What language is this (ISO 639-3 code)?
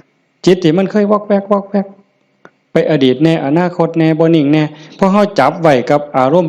tts